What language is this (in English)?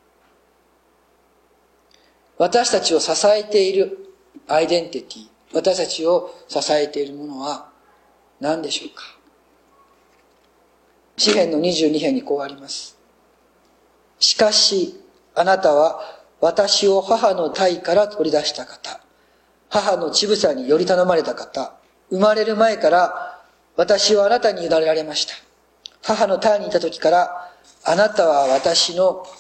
Japanese